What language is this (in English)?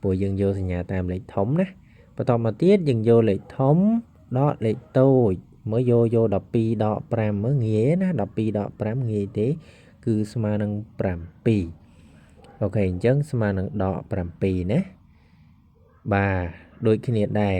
Khmer